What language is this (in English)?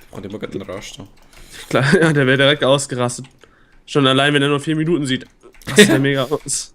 Swiss German